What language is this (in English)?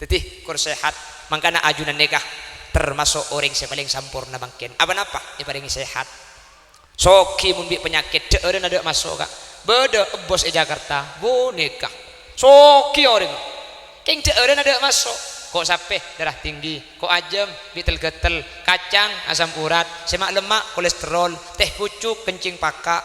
Madurese